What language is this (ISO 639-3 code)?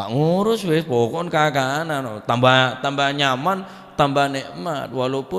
mad